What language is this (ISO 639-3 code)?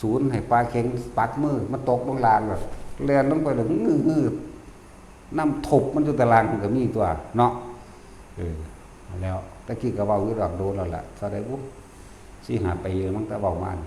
tts